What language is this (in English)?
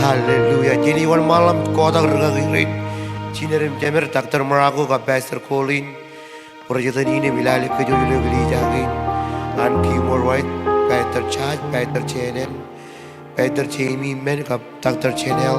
Marshallese